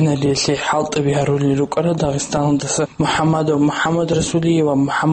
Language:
Avaric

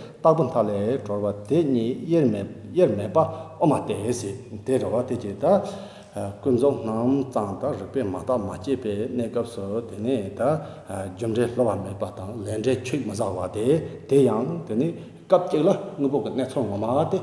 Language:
Tibetan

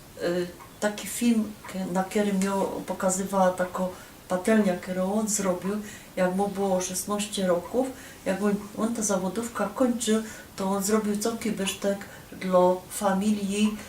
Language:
Silesian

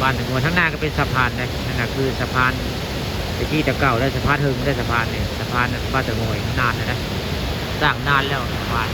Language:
Northeastern Thai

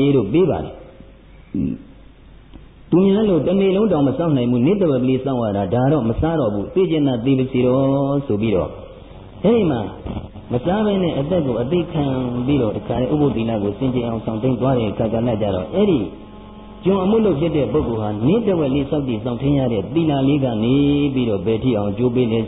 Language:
Burmese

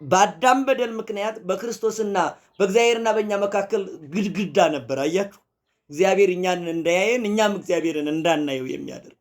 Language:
Amharic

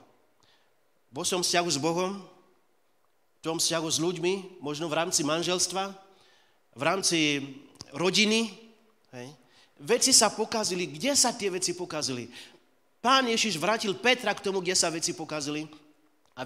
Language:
Slovak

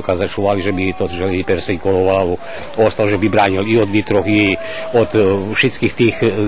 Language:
Rusyn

